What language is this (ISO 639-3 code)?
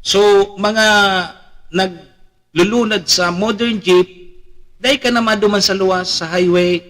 bik